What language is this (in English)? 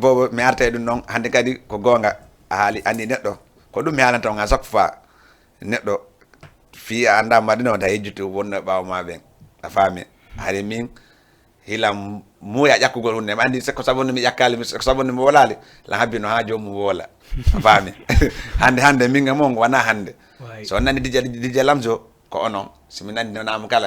Fula